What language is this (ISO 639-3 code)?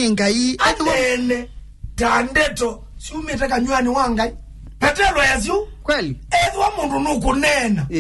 kam